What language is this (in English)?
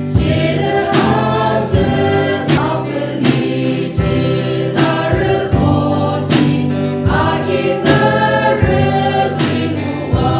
Yimchungru Naga